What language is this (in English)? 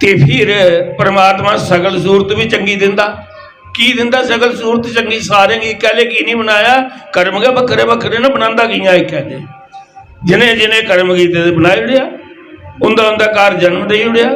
Dogri